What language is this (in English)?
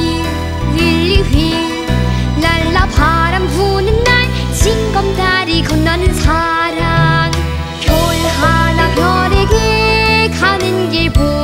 Korean